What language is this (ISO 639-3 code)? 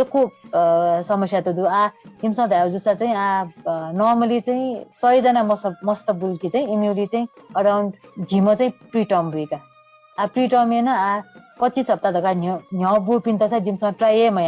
new